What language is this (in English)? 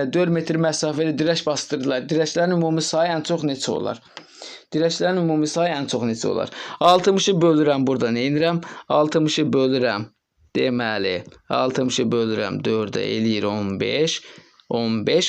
Azerbaijani